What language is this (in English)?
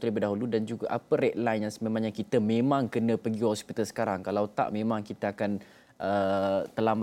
Malay